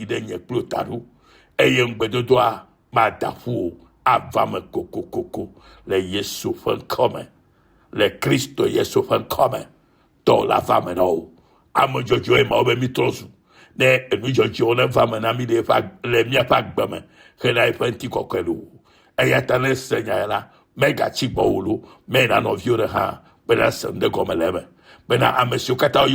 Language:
Ewe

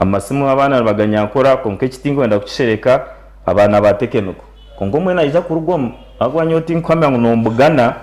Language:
Nyankole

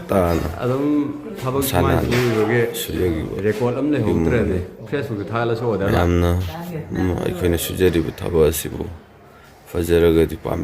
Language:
Manipuri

